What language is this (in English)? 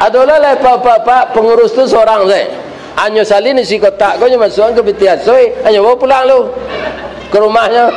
Minangkabau